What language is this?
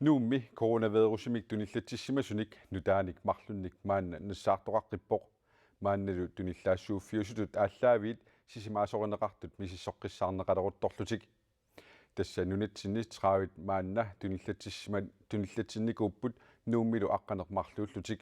Kalaallisut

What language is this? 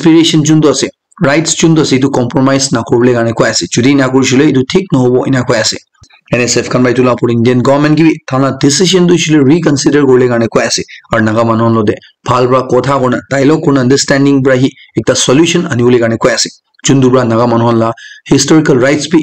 Naga Pidgin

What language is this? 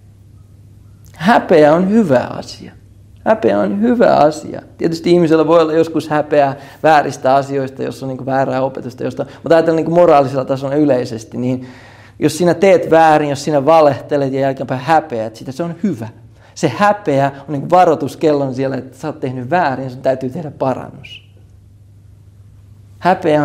Finnish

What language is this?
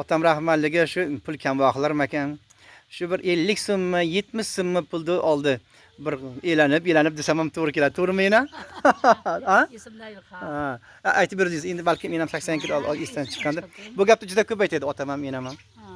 Uzbek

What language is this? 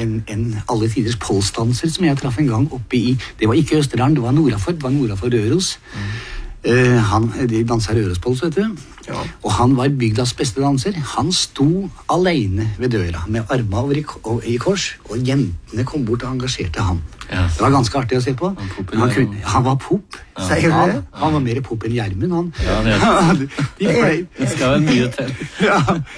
Norwegian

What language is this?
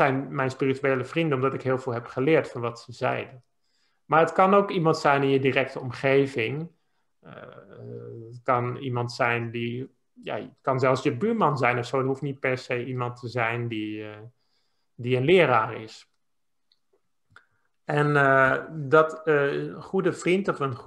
Dutch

